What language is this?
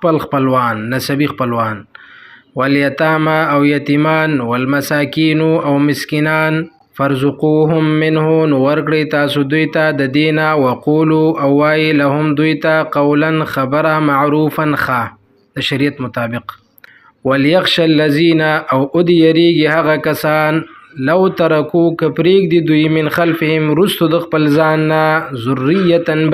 Pashto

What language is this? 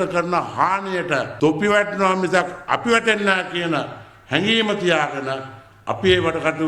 Sinhala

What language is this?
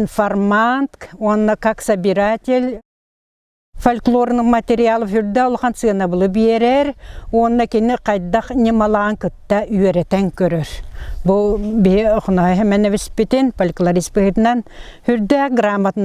Yakut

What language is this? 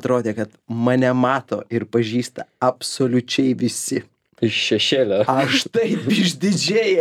Lithuanian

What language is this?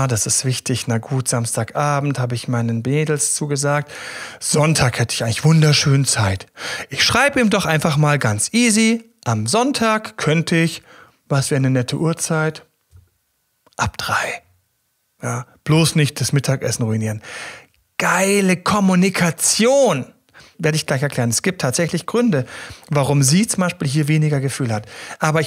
German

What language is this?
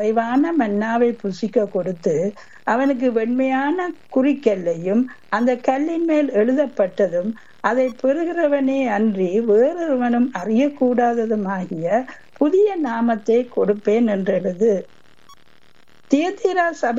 Tamil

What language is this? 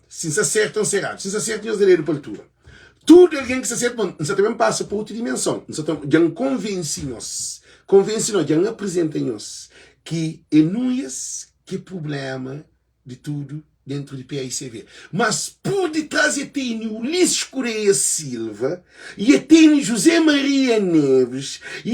Kabuverdianu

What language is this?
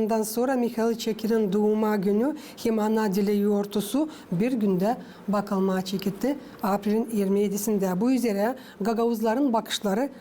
Gagauz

